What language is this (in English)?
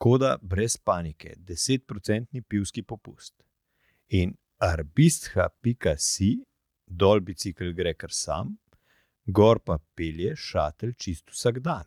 Slovenian